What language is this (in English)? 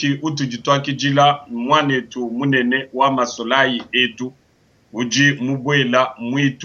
Luba-Lulua